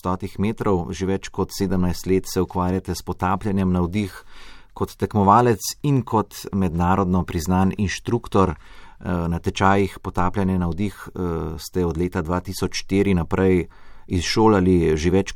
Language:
Slovenian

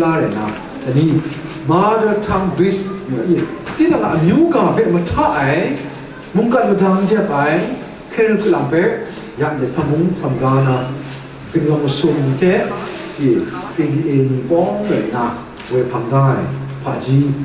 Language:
Kachin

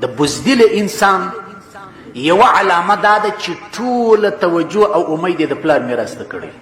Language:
Pashto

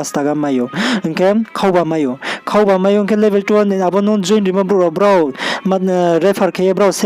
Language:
Riang (India)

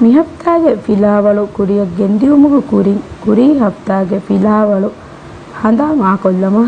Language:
Divehi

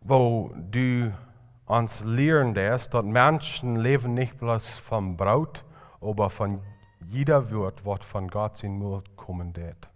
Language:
Plautdietsch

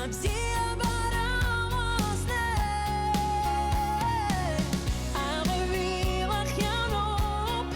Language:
Abkhazian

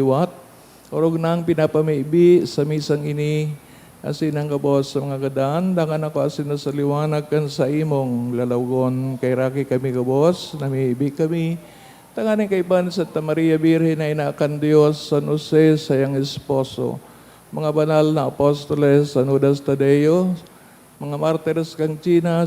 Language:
Bikol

